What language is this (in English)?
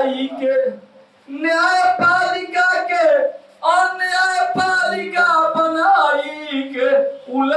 Bhojpuri